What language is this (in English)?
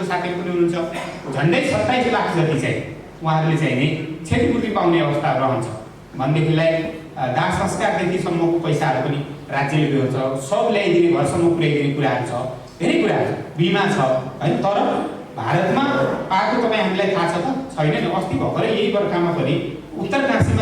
Nepali